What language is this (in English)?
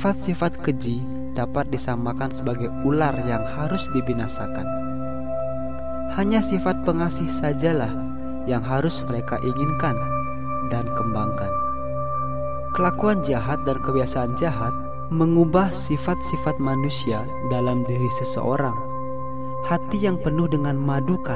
Indonesian